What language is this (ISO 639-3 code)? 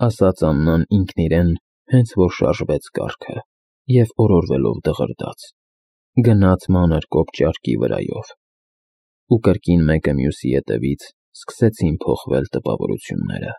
hye